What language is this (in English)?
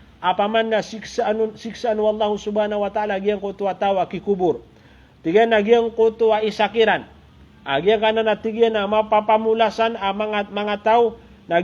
Maranao